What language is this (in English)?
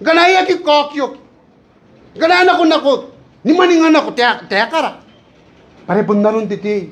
Gilbertese